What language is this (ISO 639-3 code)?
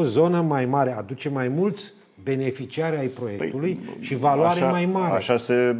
ron